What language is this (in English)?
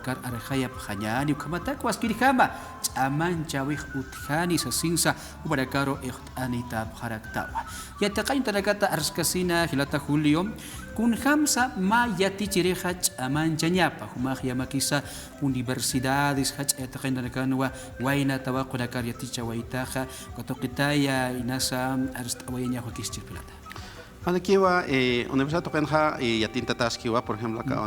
Aymara